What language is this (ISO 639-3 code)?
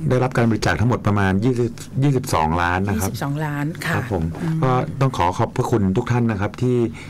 tha